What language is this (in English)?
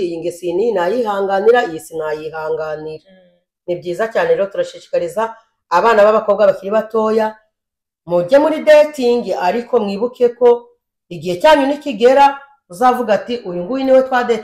Kinyarwanda